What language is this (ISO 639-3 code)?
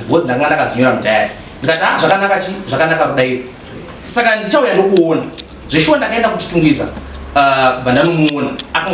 sna